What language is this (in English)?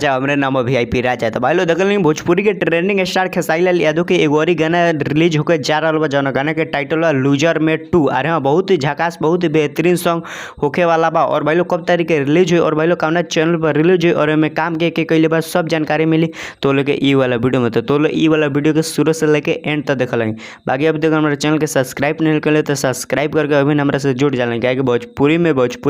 Bhojpuri